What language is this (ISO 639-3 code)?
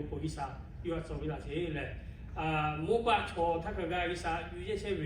lhu